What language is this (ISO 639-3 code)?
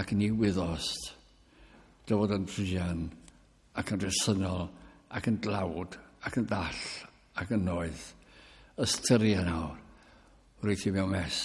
cym